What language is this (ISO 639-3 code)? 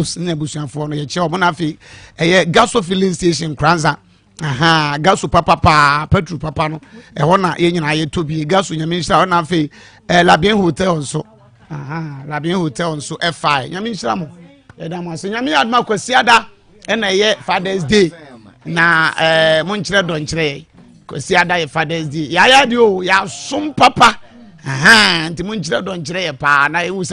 aka